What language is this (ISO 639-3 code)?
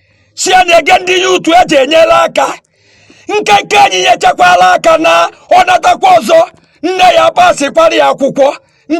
ibo